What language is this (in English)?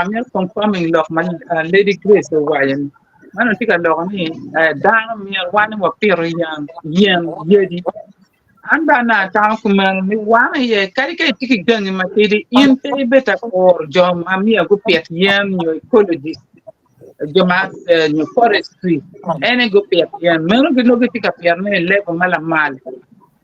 Acoli